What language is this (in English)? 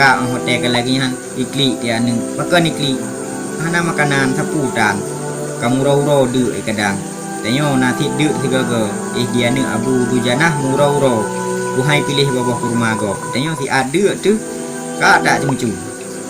Achinese